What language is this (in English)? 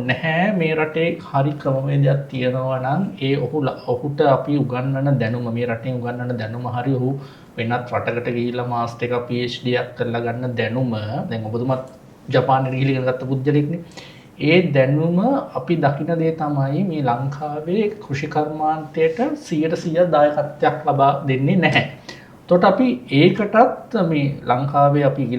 Sinhala